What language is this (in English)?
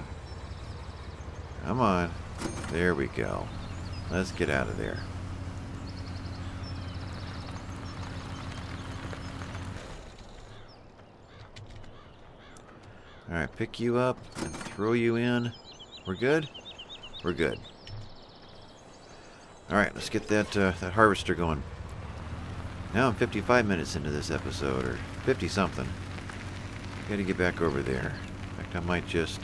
English